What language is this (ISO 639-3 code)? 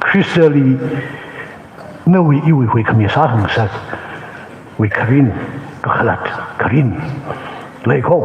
nmf